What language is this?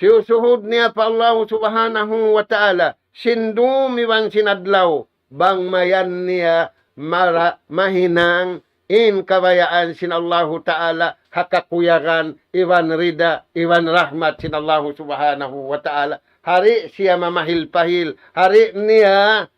Tausug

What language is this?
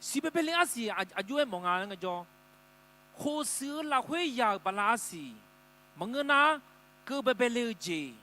Akha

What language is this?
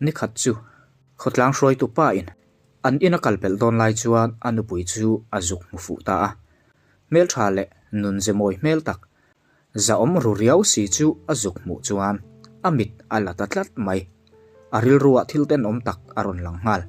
Mizo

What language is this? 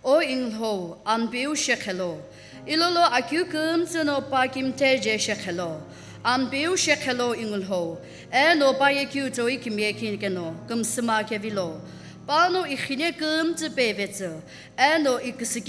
Sumi Naga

